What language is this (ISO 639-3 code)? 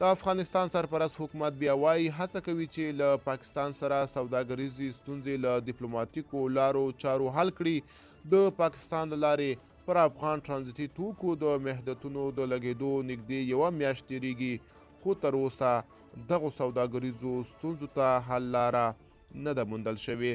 pus